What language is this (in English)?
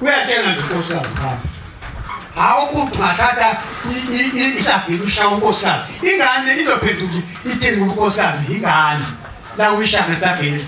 Zulu